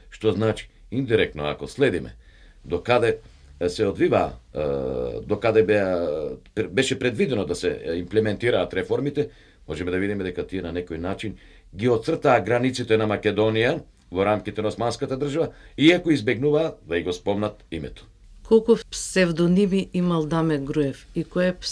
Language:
Macedonian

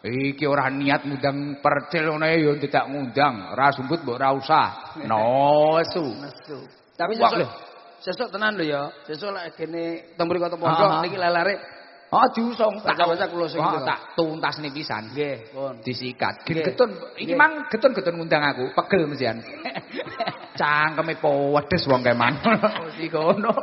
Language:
Javanese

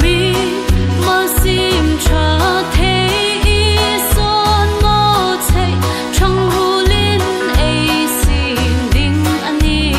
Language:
Hmar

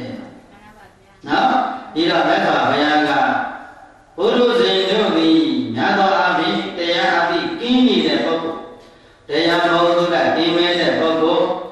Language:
Burmese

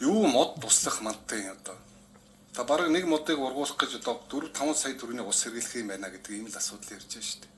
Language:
Mongolian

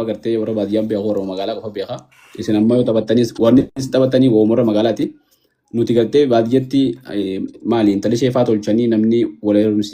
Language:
Oromo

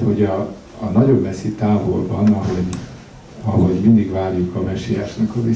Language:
Hungarian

